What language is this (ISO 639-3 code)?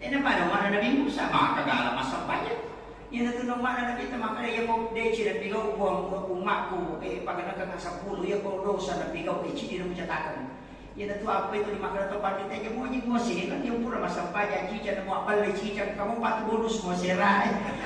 bug